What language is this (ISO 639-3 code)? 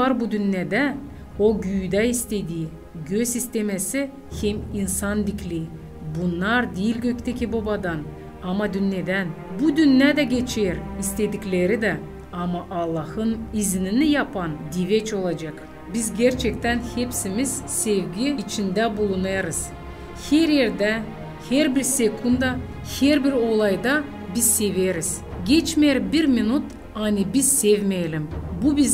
gag